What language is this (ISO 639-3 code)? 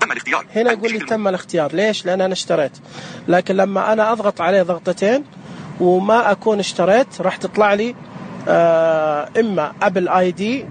ars